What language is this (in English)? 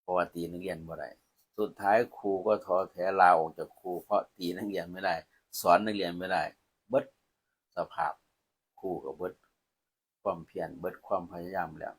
Northeastern Thai